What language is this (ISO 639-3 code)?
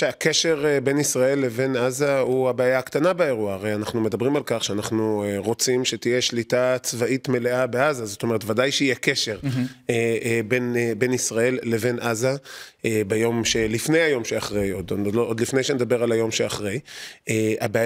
heb